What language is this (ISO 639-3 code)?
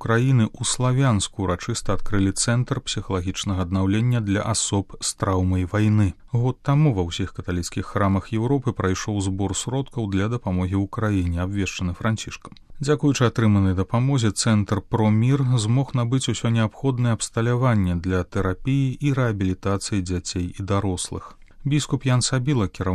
bel